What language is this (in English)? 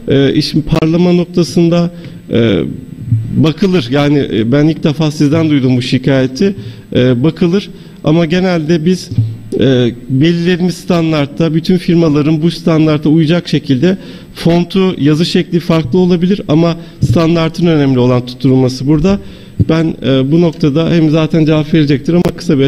Turkish